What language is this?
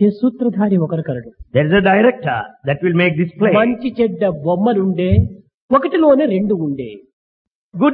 Telugu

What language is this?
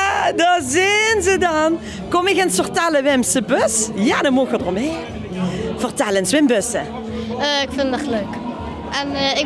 Limburgish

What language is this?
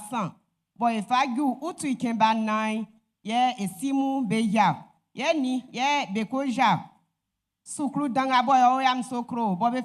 Baoulé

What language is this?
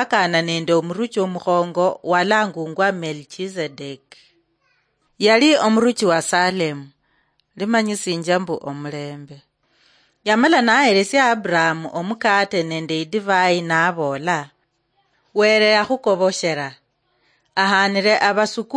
Luyia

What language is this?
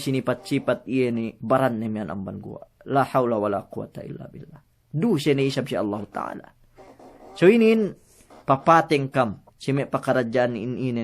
Yakan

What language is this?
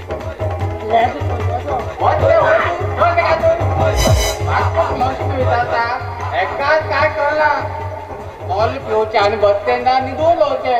Konkani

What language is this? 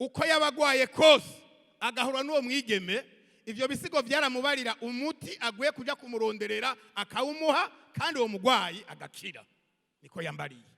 Rundi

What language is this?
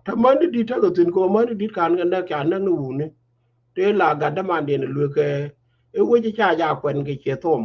Nuer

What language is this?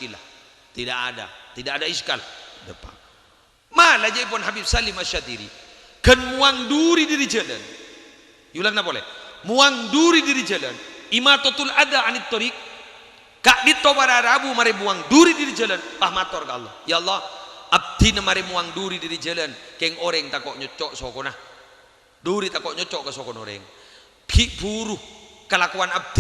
Madurese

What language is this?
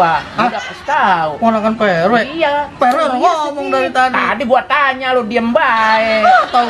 Betawi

